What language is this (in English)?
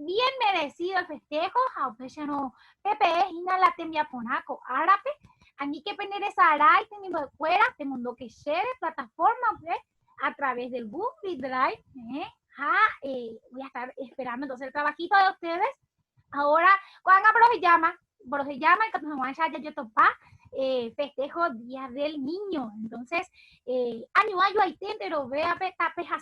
Guarani